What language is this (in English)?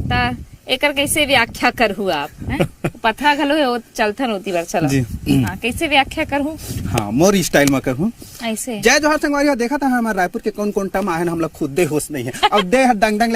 Chhattisgarhi